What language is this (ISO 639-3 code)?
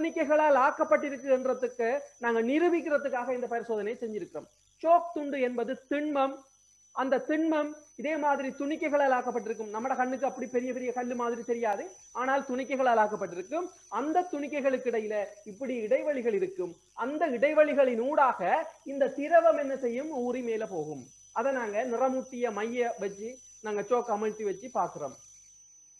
tam